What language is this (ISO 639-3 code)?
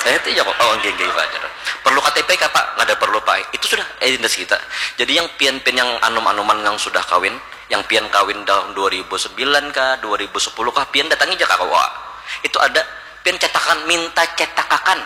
bjn